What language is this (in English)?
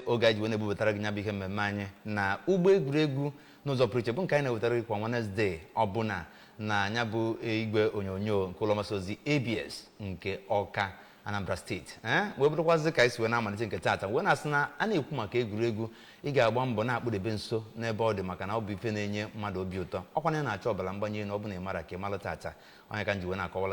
Igbo